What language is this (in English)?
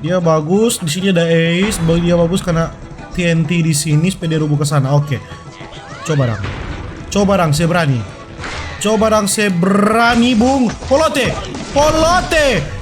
Manado Malay